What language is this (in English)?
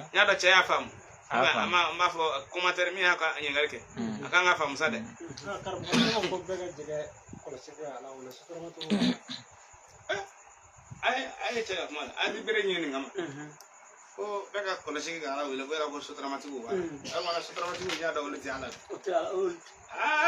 Bambara